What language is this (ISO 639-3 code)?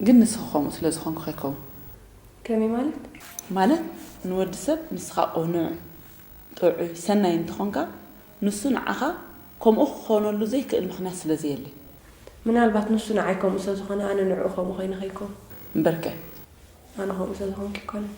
tir